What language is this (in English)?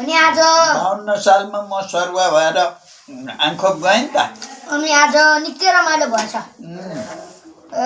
Nepali